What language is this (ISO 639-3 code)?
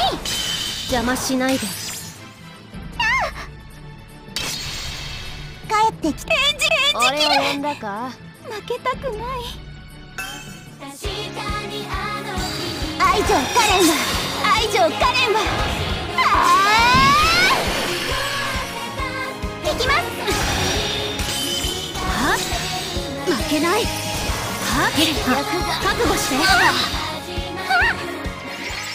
jpn